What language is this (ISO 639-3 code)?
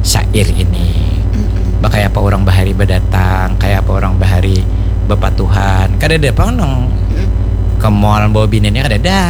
bjn